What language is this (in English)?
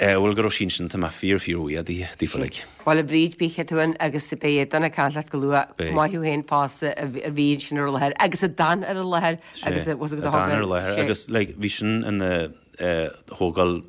Irish